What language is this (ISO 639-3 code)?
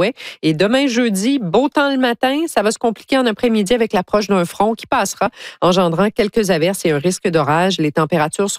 fra